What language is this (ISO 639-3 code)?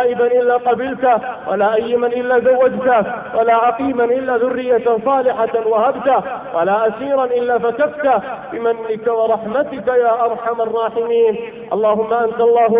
ara